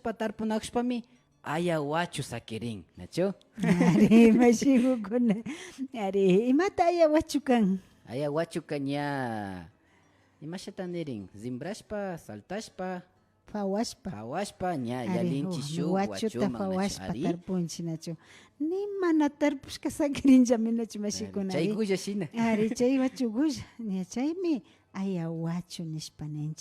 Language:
Imbabura Highland Quichua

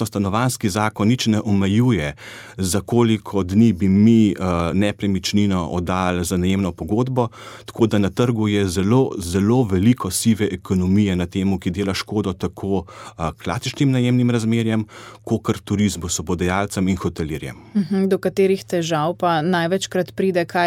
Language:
Slovenian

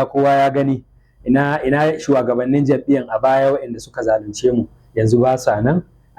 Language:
Hausa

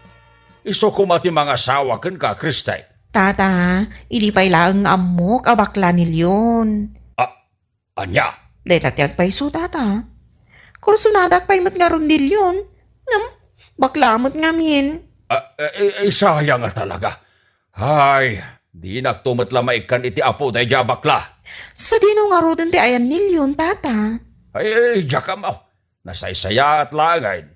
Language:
Iloko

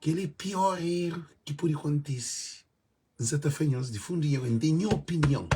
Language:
Kabuverdianu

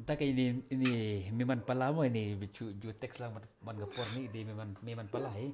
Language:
Khasi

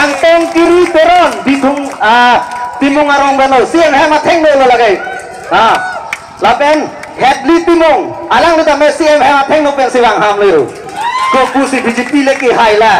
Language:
Karbi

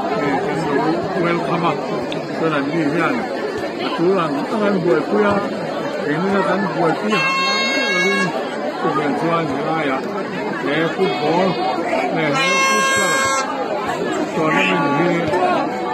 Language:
Mizo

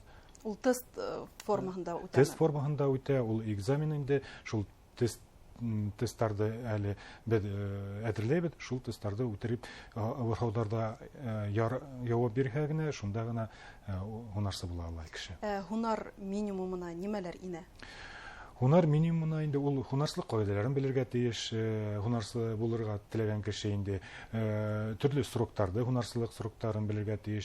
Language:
Bashkir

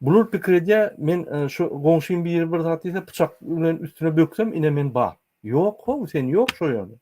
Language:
Turkmen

